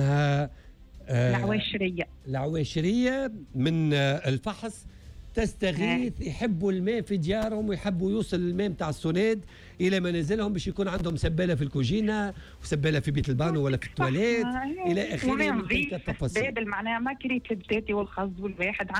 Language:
Tunisian Arabic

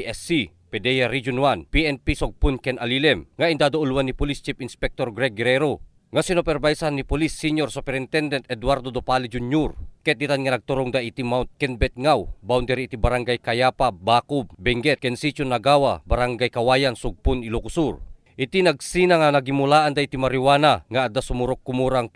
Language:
Iloko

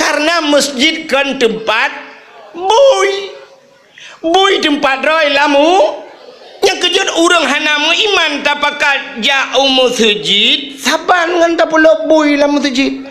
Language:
Achinese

